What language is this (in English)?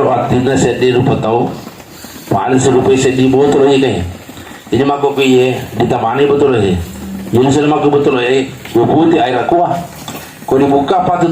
Buginese